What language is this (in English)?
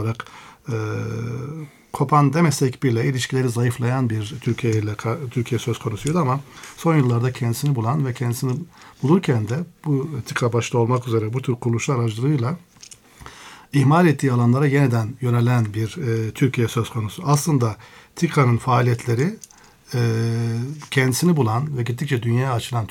Turkish